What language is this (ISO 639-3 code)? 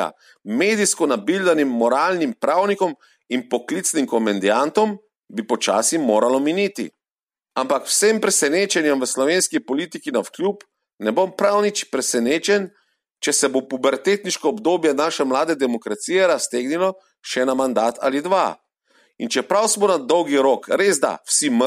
slv